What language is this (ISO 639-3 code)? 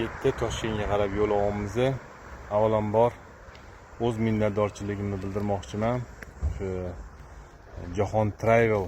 uzb